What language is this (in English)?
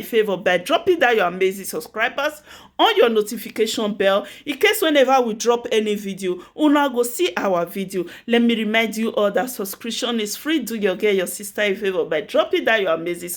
Nigerian Pidgin